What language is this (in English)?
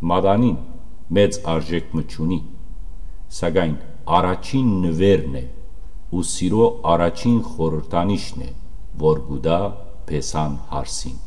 Western Armenian